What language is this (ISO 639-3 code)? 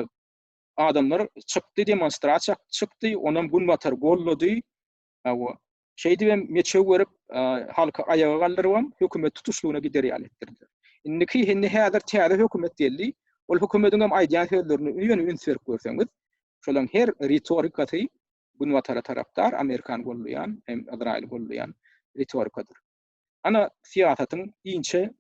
tuk